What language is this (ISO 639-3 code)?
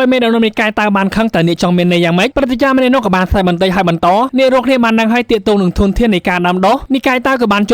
khm